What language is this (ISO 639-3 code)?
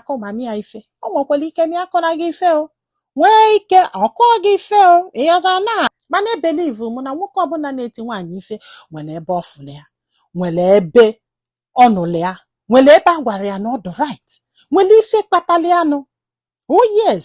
ibo